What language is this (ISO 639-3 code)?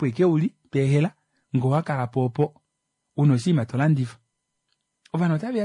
kua